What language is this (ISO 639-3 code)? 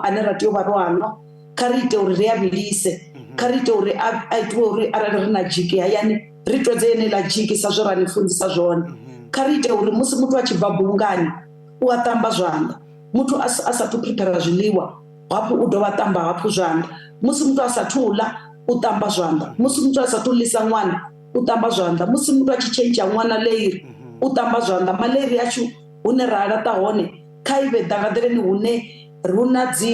ven